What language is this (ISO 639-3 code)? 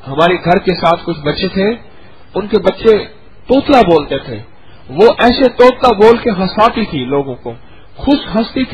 urd